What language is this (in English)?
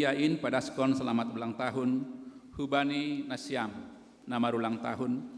Batak Simalungun